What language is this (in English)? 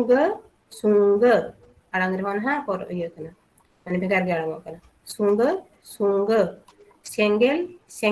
Santali